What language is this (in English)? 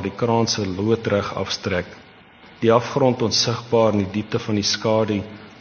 Afrikaans